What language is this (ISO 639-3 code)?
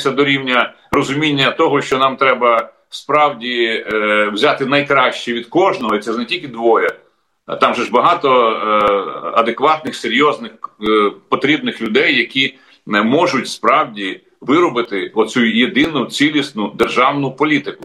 ukr